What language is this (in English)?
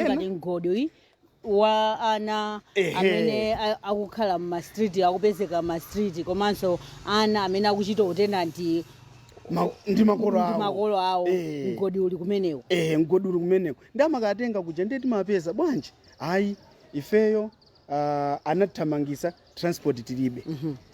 Nyanja